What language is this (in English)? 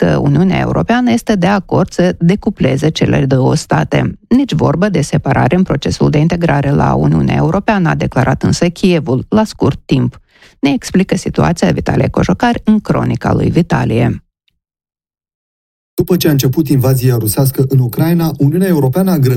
Romanian